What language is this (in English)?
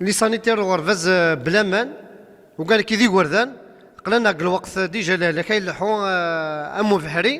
Kabyle